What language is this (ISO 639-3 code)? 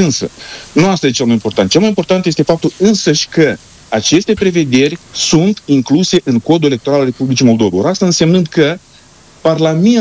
ron